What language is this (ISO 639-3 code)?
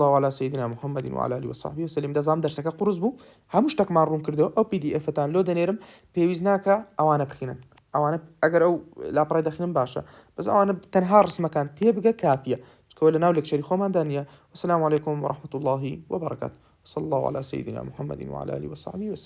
ckb